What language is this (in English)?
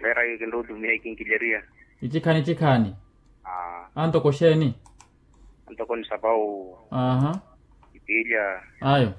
Makhuwa